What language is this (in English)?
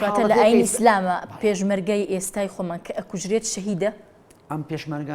Central Kurdish